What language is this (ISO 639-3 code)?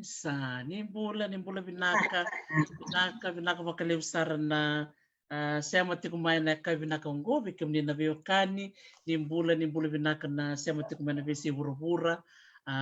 fij